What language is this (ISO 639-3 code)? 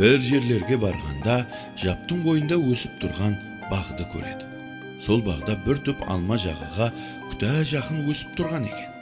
kaa